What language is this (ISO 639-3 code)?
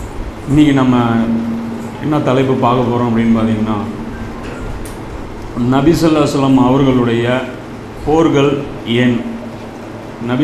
tam